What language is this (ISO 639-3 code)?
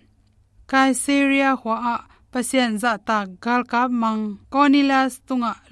ctd